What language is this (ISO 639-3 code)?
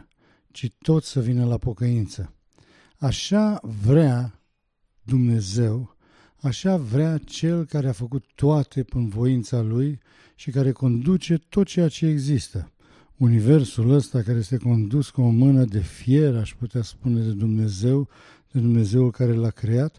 ron